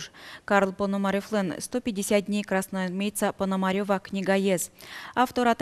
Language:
Udmurt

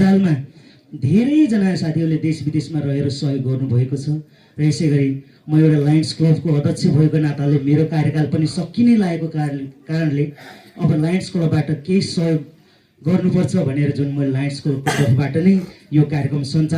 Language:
Nepali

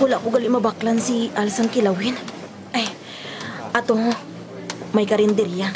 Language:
Hiligaynon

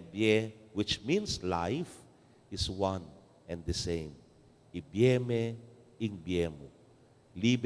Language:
Pampanga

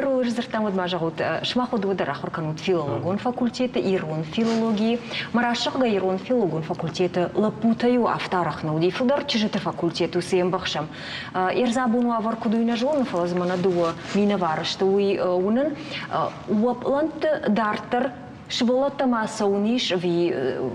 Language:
Ossetic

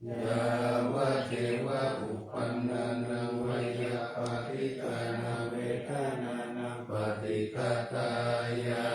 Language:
Pali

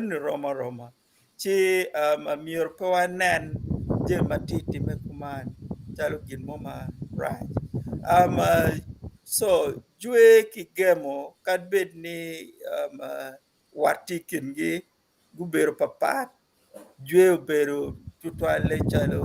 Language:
Acoli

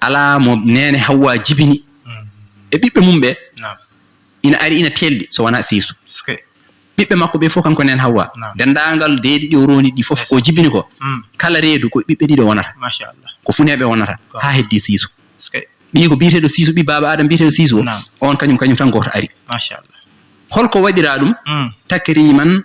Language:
Fula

